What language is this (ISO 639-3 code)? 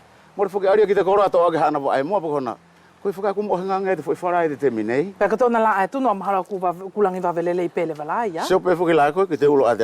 wls